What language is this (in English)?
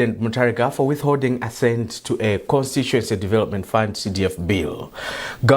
English